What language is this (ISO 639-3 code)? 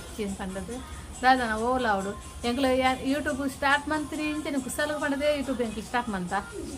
tcy